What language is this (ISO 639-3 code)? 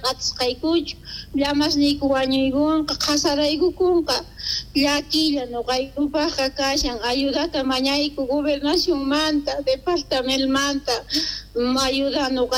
quh